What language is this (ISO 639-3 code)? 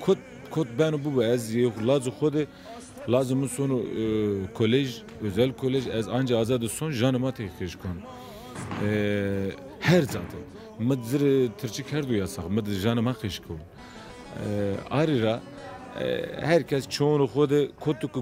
zza